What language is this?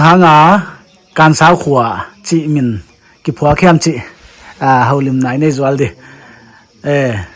Paite Chin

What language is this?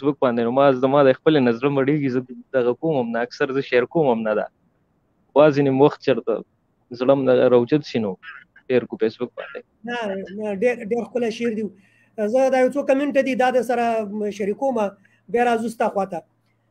Pashto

